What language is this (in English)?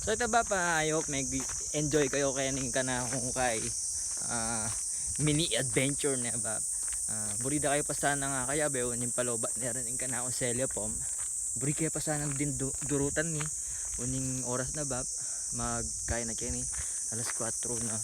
Pampanga